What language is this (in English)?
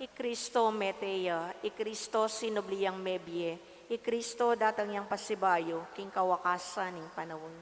Pampanga